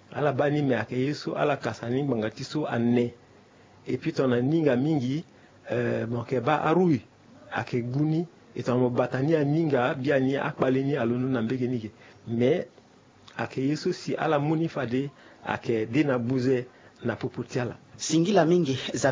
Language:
Sango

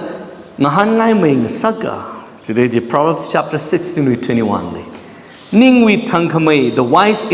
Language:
Tangkhul Naga (India)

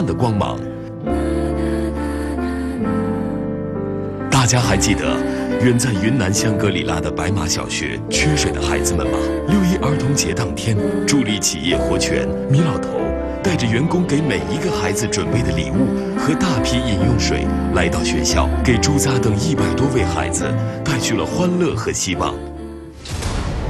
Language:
Chinese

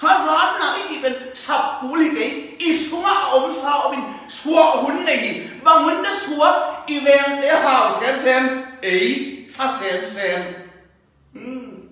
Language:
Tedim Chin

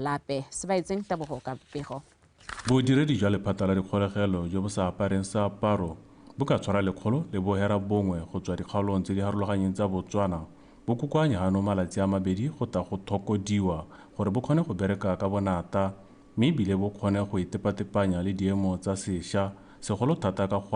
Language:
Tswana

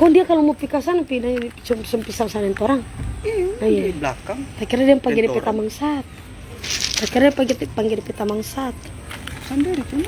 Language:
Manado Malay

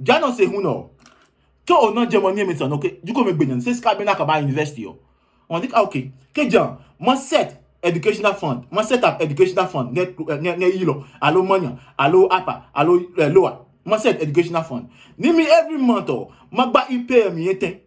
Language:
Adangme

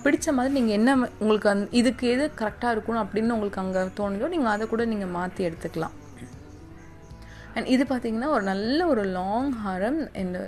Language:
Tamil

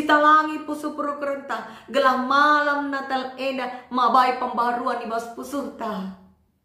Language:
Batak Karo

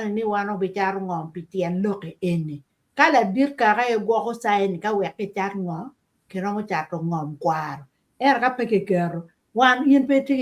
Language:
Acoli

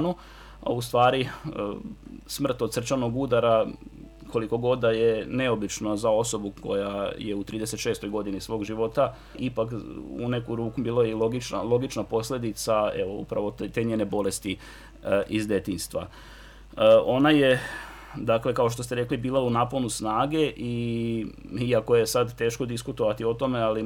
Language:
Serbian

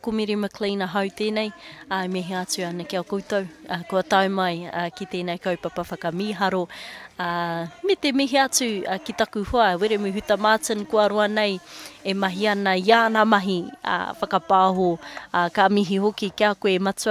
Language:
Māori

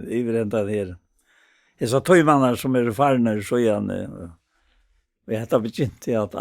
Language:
Faroese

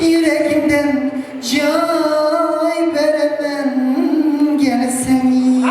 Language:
Kara-Kalpak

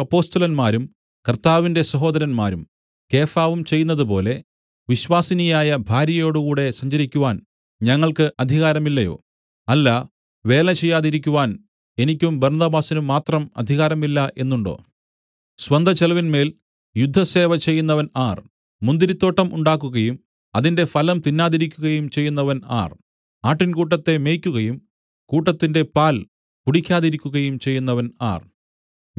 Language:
Malayalam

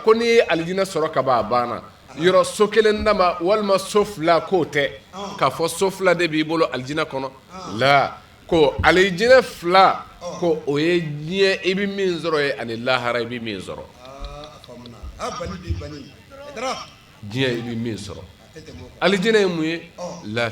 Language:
Bambara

